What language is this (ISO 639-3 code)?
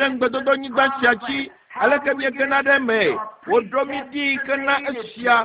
ewe